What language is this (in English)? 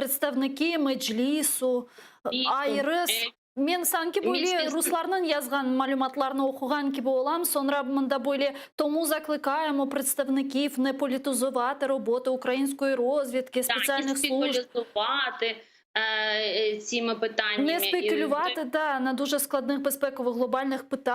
Crimean Tatar